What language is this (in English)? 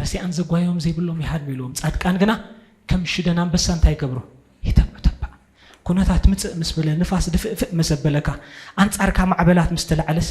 Tigrinya